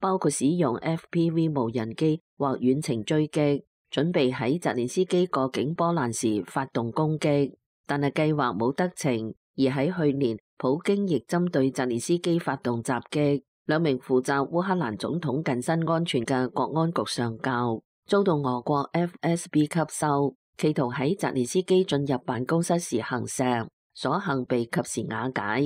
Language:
Cantonese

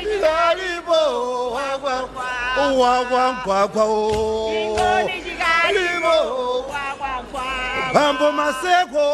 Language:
Nyanja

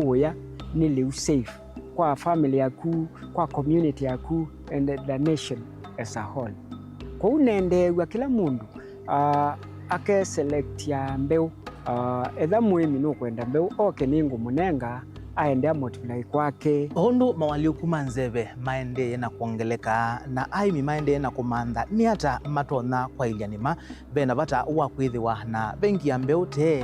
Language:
Kamba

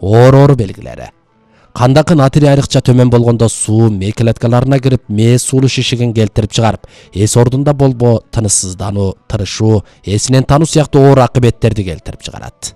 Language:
Kyrgyz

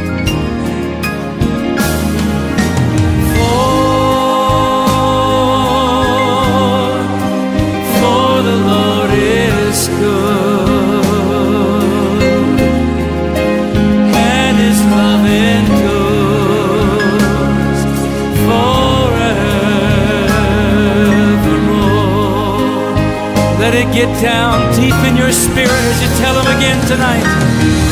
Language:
English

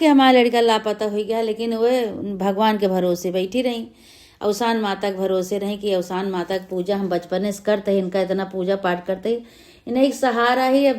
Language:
Awadhi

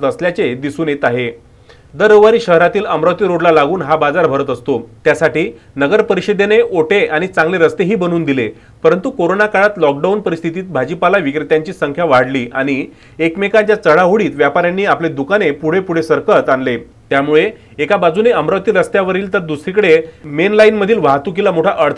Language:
Marathi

